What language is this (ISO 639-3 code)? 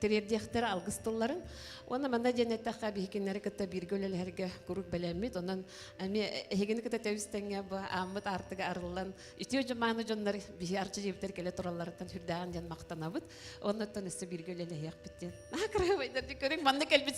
sah